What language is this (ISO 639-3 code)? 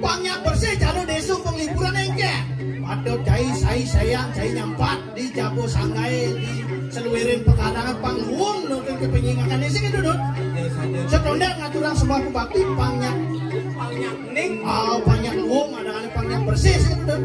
ban